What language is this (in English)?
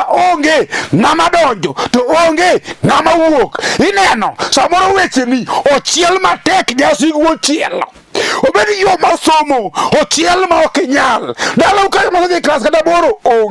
Luo (Kenya and Tanzania)